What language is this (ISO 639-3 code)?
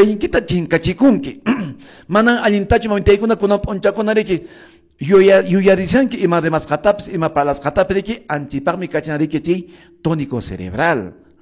que